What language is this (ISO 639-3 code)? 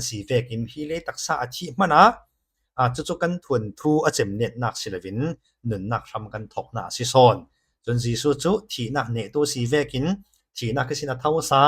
cfm